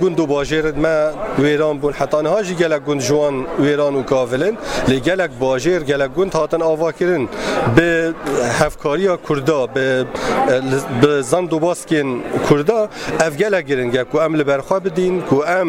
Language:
Kurdish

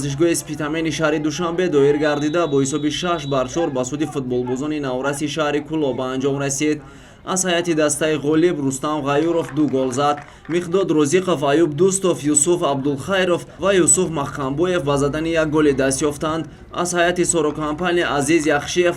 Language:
Tajik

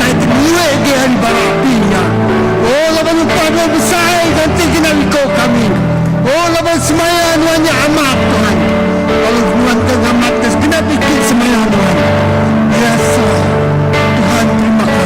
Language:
Iban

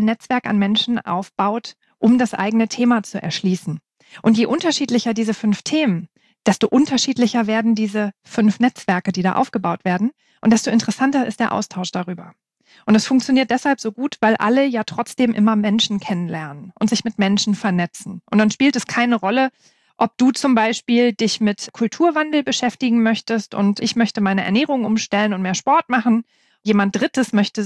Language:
German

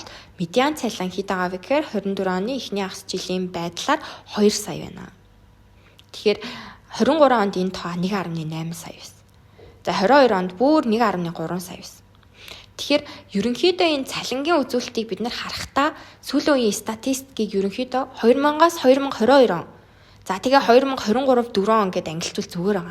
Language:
Mongolian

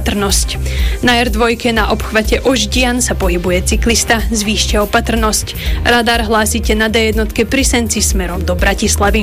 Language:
Slovak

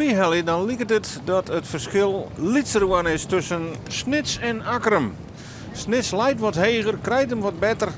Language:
Western Frisian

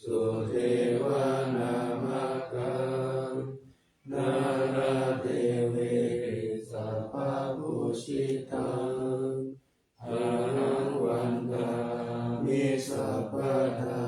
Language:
Pali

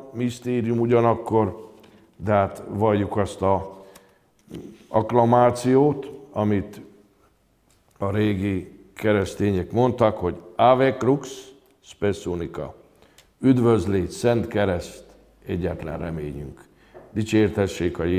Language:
Hungarian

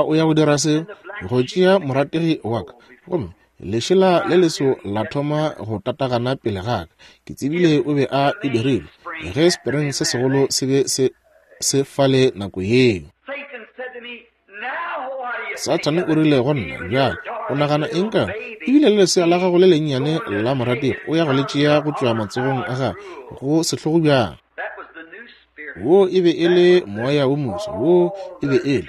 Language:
Northern Sotho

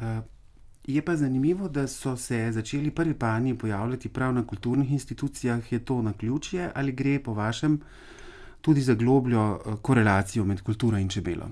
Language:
Slovenian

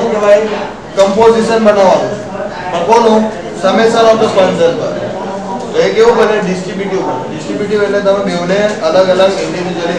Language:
Gujarati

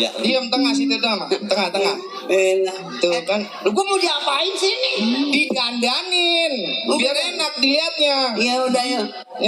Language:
Betawi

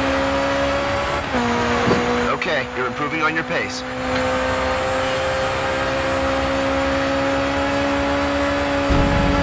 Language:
English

